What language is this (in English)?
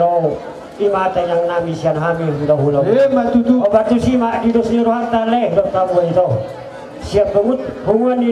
Batak Toba